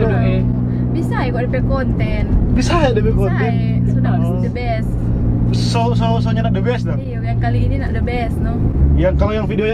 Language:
Manado Malay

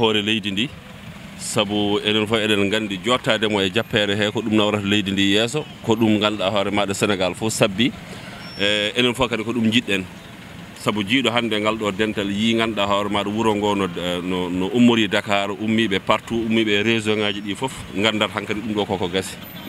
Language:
Fula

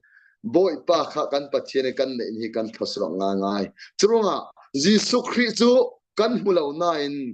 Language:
Falam Chin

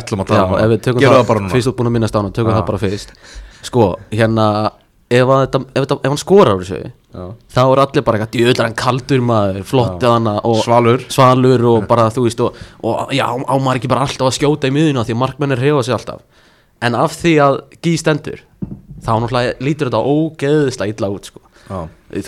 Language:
Icelandic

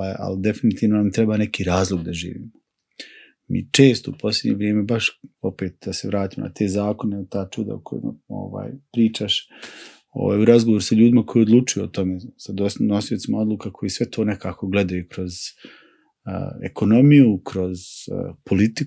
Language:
Croatian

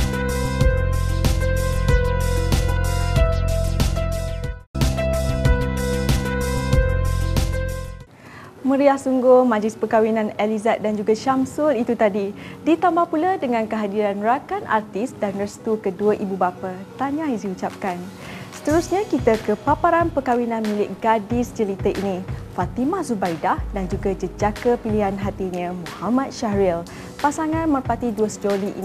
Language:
Malay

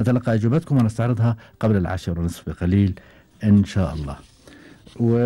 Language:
Gulf Arabic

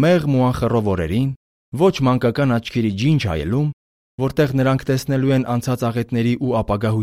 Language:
Armenian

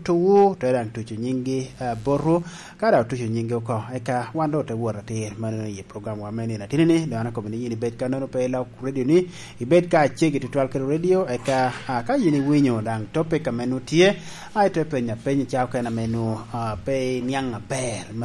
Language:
Lango (Uganda)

